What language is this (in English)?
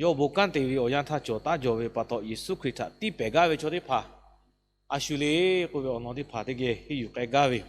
Lahu